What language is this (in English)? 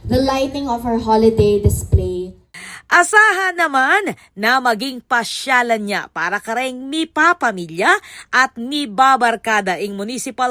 Pampanga